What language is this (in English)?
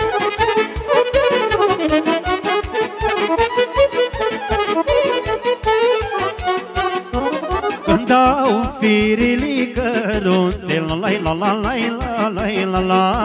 Romanian